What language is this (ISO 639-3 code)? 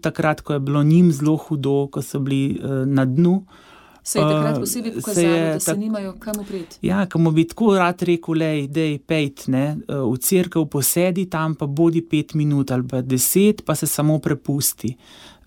slv